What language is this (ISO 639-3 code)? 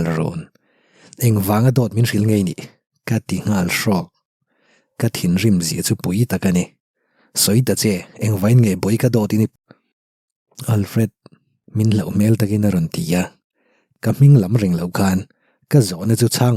lus